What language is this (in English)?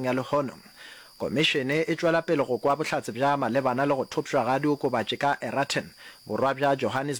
Northern Sotho